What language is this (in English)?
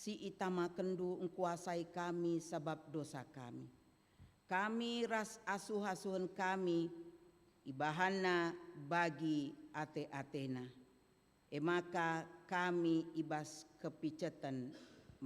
Batak Karo